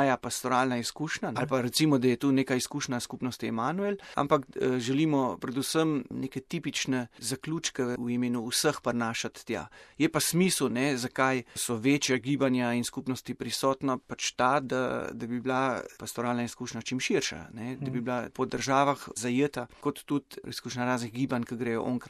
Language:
Slovenian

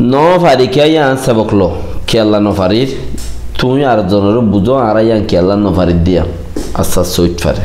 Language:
Rohingya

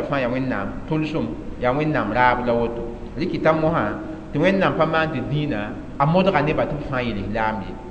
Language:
Mossi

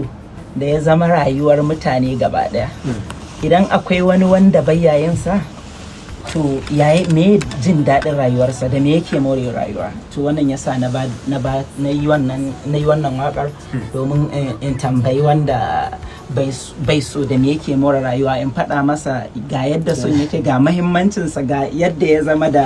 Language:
Hausa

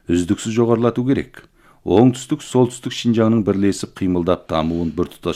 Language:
Kazakh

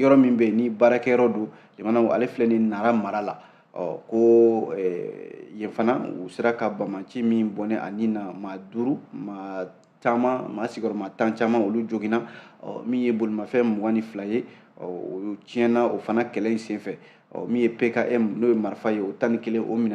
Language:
Bambara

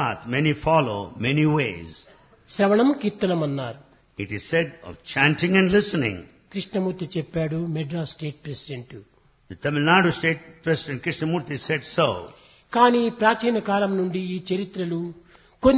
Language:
Telugu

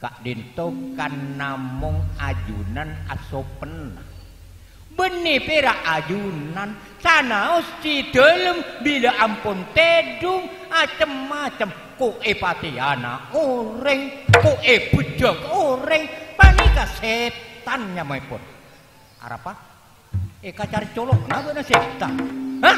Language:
Madurese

